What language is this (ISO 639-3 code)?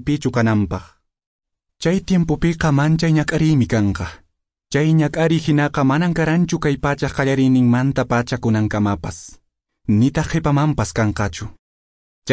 que